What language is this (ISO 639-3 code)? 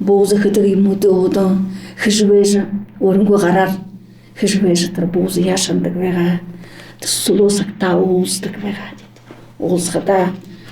bua